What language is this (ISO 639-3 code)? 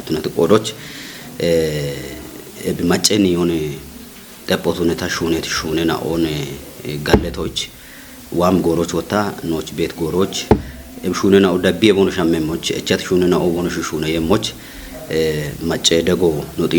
kbr